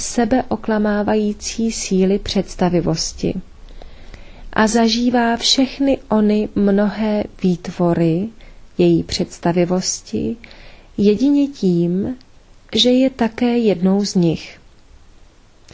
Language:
Czech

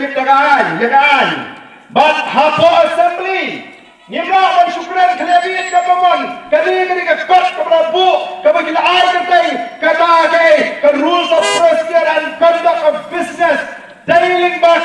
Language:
Khasi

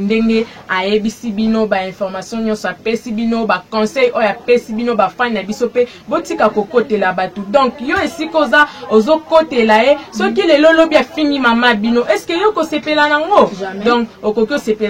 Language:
Lingala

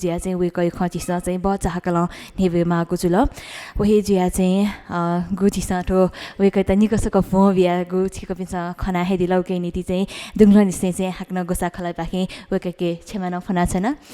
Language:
Newari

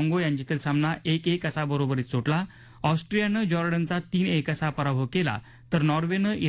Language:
Marathi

